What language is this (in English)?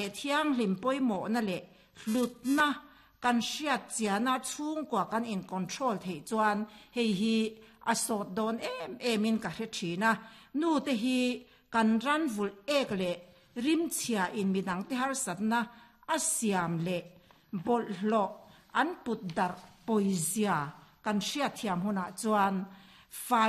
Mizo